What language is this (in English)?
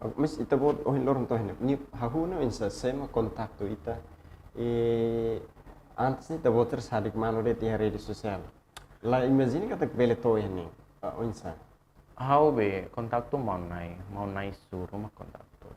Tetum